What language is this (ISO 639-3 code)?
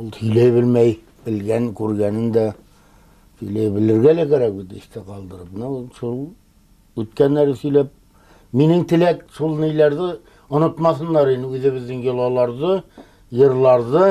bak